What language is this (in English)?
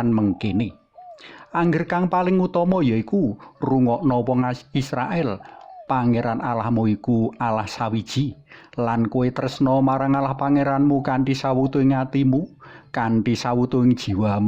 Javanese